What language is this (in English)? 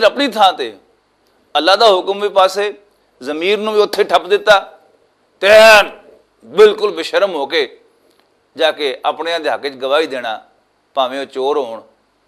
Western Panjabi